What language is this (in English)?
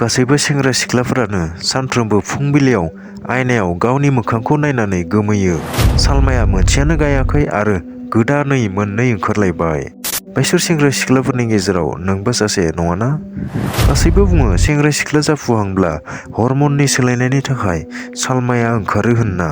Bodo